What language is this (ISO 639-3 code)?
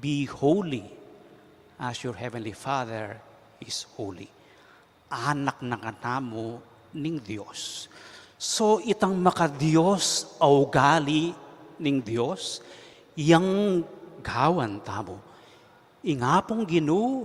pam